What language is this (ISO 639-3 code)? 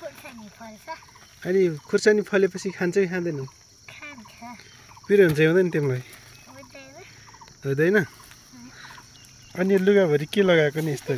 nep